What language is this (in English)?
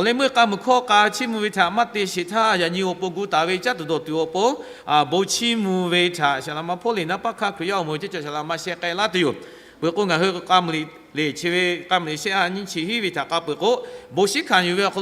Lahu